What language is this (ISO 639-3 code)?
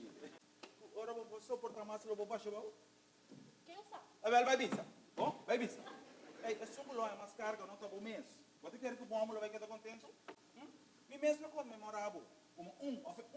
pap